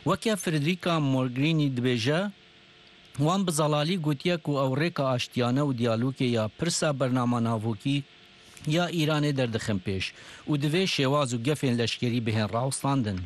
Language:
Kurdish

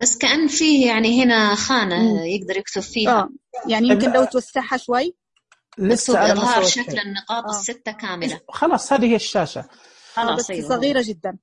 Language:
Najdi Arabic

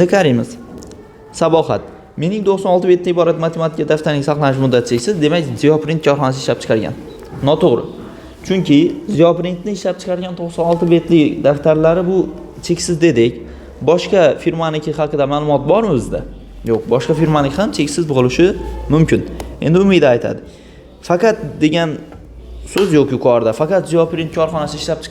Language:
Uzbek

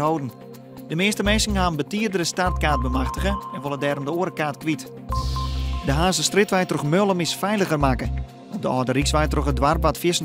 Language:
Western Frisian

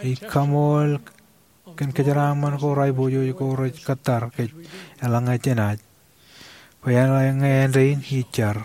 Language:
Marshallese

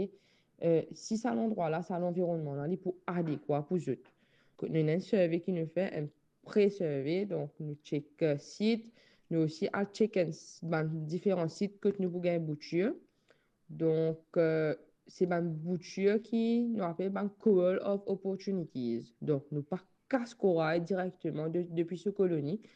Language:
Morisyen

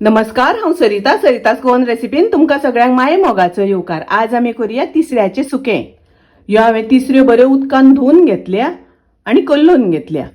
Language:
Konkani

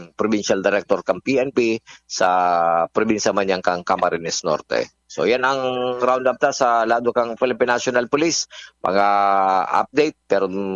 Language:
Bikol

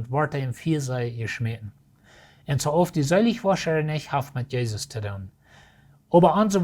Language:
Plautdietsch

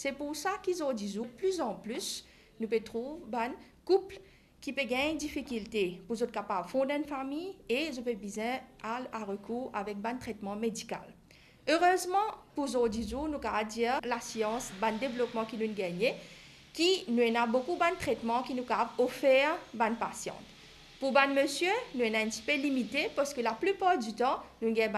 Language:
Morisyen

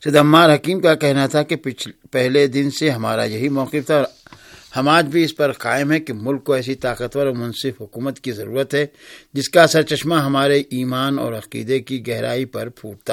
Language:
Urdu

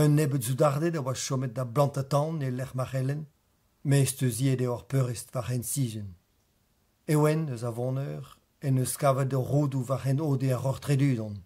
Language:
Breton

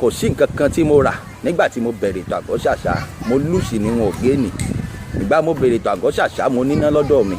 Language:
Yoruba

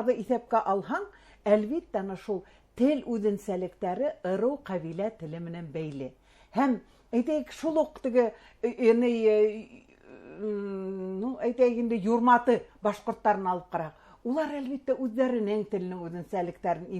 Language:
Bashkir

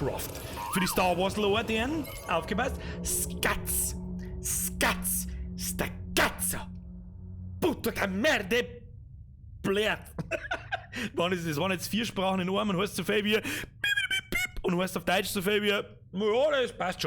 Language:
Bavarian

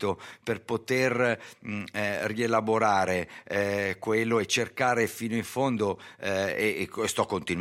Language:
Italian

